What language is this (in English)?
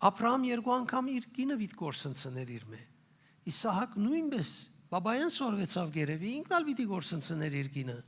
Western Armenian